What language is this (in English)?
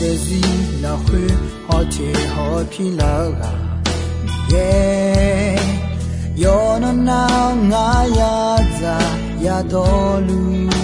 Akha